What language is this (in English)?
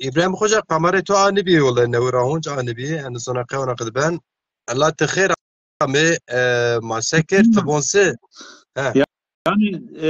Zaza